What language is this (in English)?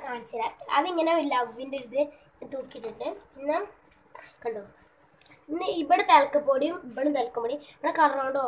Malayalam